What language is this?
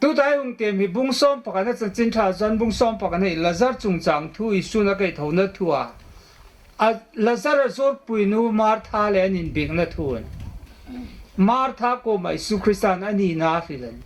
Hmar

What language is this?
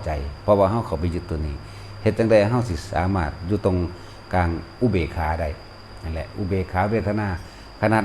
Northeastern Thai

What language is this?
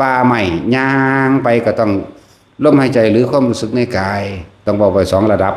Northeastern Thai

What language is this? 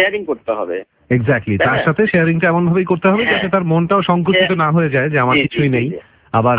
Bangla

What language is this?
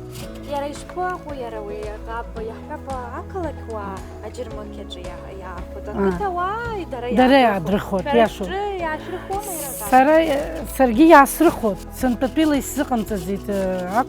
Abkhazian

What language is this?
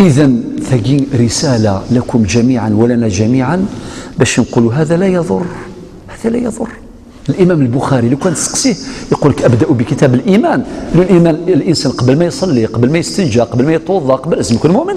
Algerian Arabic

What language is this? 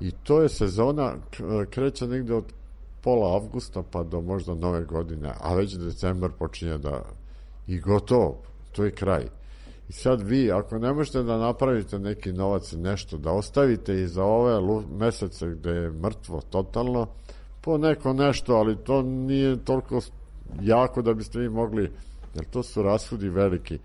Serbian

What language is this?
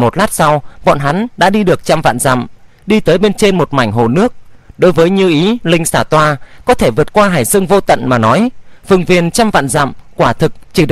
Vietnamese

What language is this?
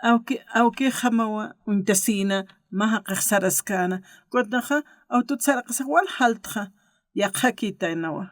Aymara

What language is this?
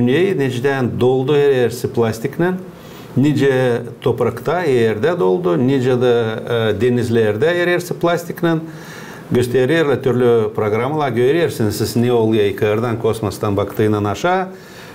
Gagauz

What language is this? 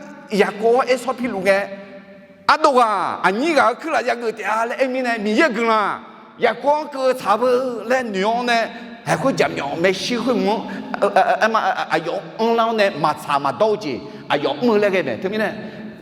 Akha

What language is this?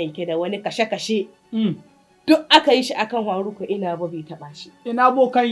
Hausa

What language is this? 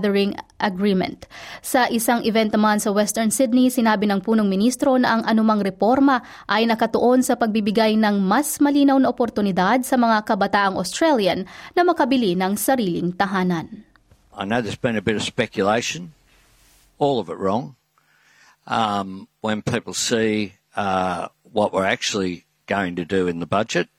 Filipino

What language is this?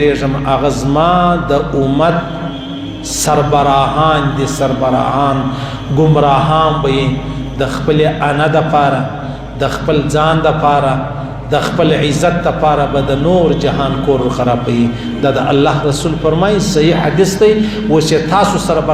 Pashto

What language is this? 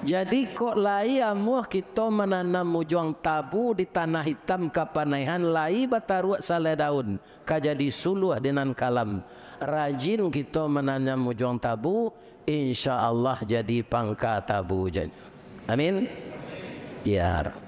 Minangkabau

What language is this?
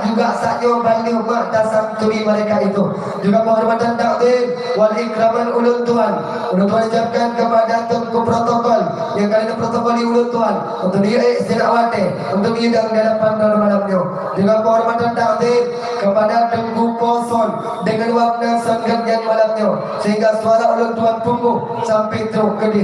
Achinese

